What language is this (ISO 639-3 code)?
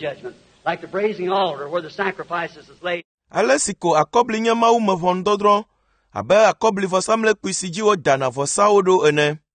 ewe